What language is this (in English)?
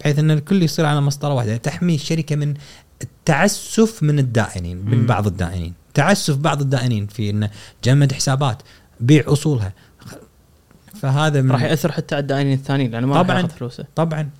Gulf Arabic